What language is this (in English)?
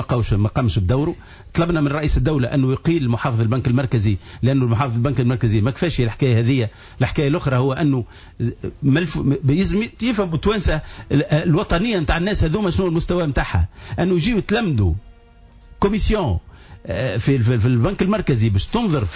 Tunisian Arabic